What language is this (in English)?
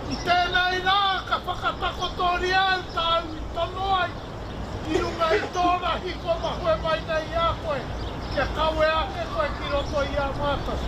Māori